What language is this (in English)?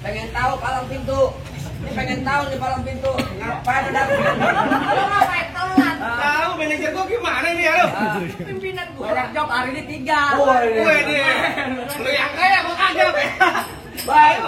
Betawi